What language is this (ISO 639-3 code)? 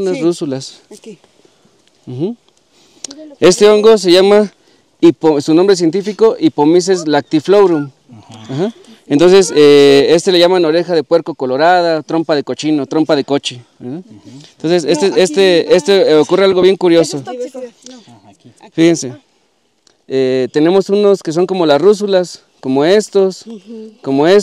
spa